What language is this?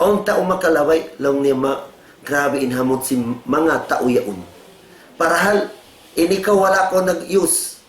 Tausug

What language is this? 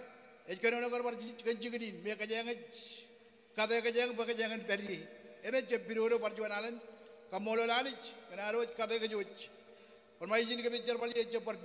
Marshallese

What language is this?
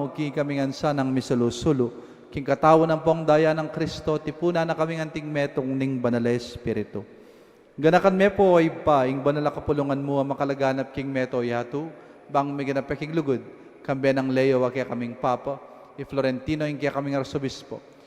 Pampanga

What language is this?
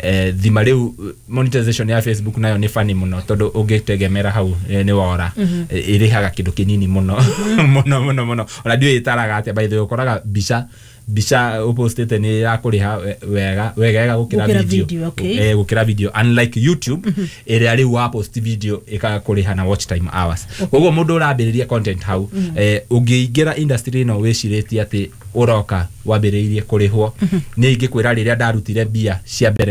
Kikuyu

